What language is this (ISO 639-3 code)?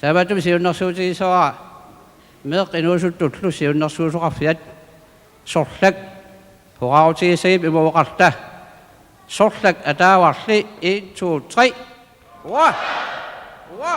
kal